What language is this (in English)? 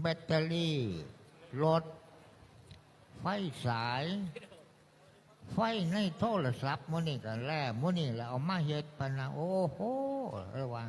Lao